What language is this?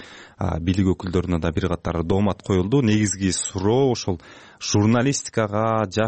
Kyrgyz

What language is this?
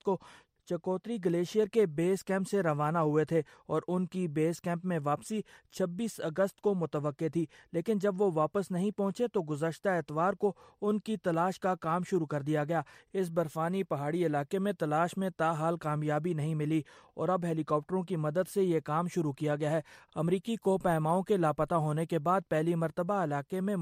Urdu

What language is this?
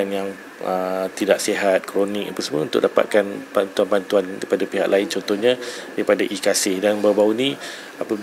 Malay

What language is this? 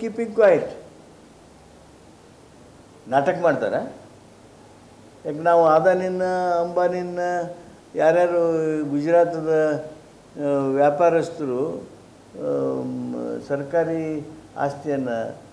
Kannada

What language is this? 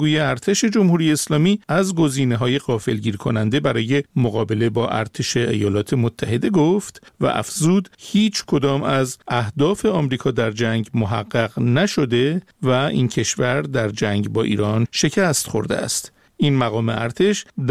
Persian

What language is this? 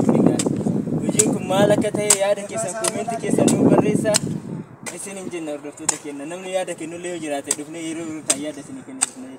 Oromo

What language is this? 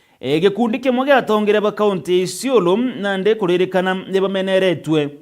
Meru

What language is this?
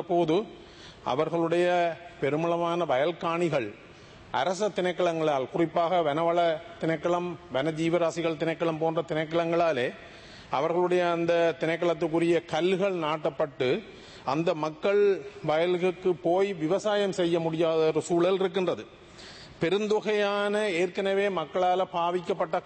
Tamil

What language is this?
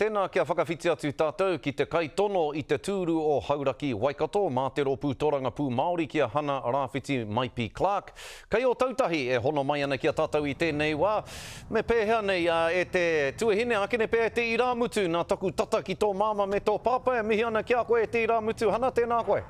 Māori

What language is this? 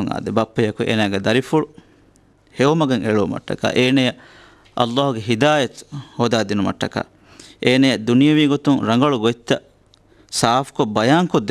Divehi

